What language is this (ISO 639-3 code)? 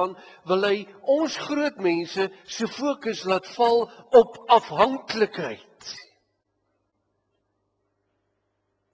afr